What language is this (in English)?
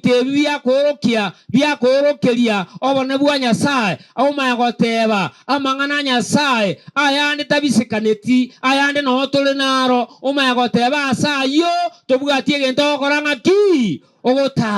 Gusii